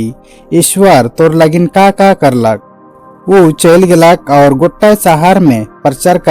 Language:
Sadri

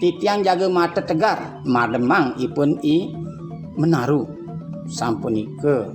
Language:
Balinese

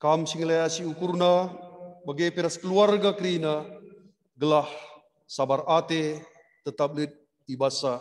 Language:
Batak Karo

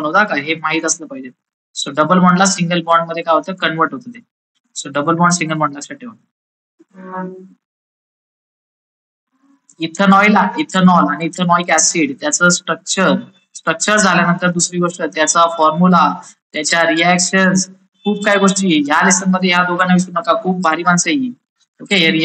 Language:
Marathi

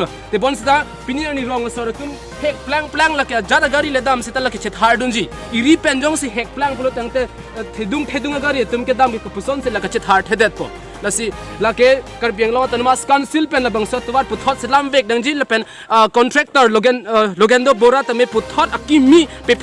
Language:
Karbi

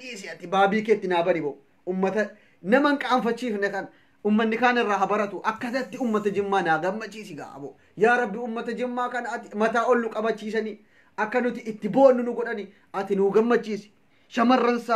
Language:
Oromo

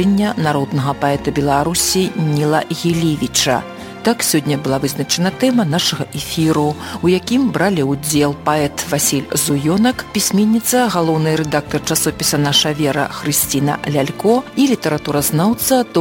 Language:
Belarusian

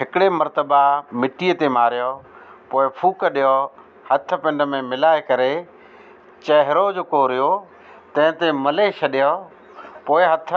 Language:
Sindhi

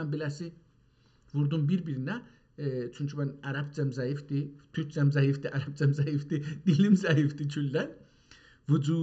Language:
South Azerbaijani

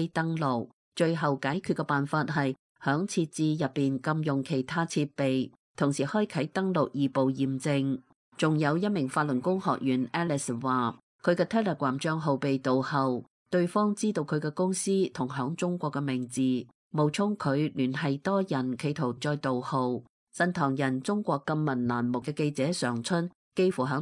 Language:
Cantonese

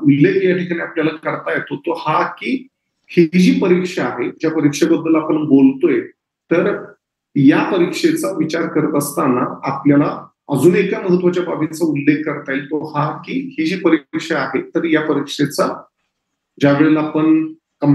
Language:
Marathi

